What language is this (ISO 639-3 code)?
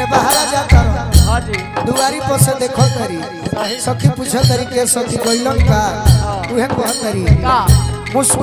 bho